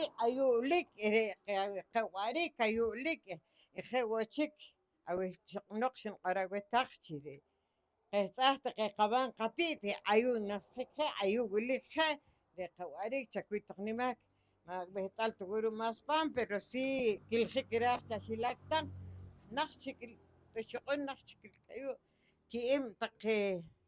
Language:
Poqomchi'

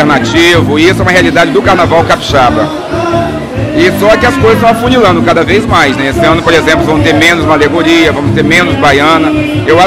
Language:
Portuguese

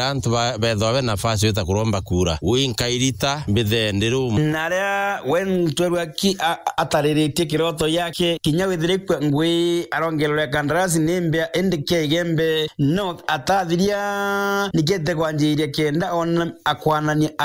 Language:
Meru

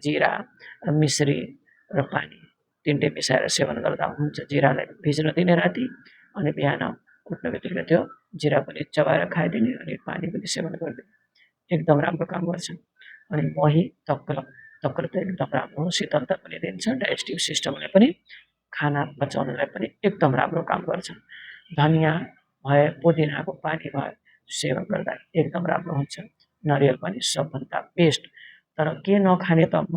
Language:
Nepali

